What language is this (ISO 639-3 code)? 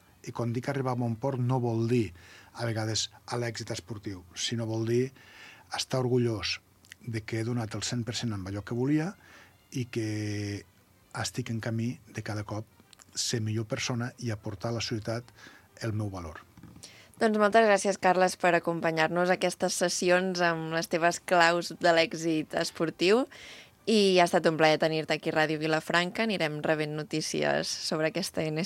cat